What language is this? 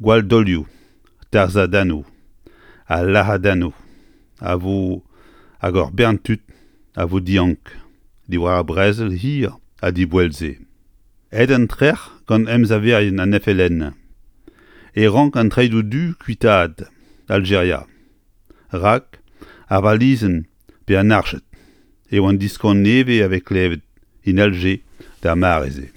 Breton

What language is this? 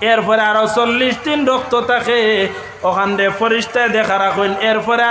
Sylheti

